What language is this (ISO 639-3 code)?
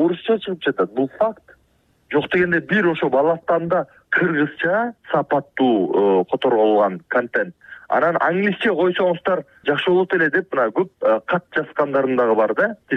kir